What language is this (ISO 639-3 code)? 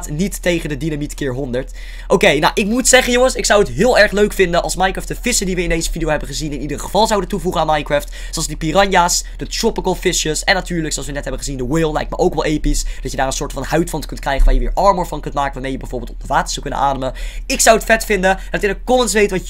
nld